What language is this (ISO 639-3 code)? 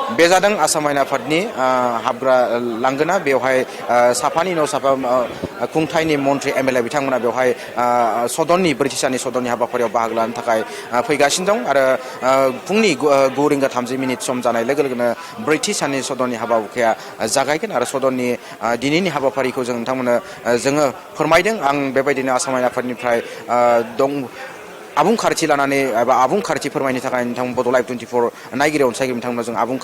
brx